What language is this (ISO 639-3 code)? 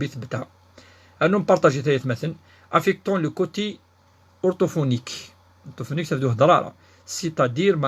kab